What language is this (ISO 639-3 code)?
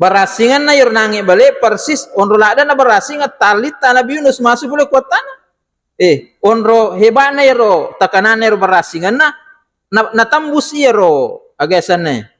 bug